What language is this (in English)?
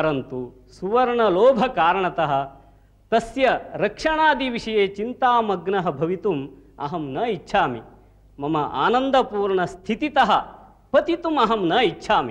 Sanskrit